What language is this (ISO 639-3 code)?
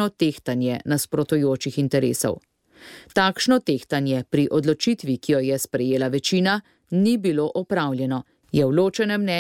slv